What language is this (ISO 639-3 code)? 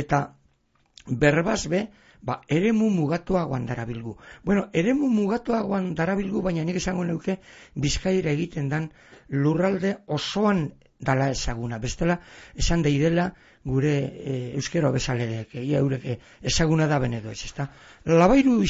eus